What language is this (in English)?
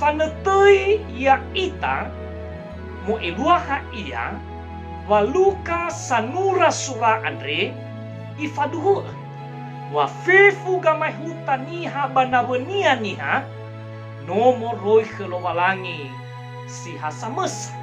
Nias